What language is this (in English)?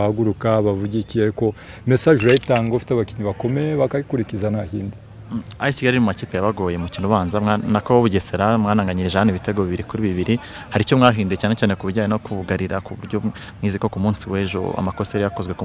Kinyarwanda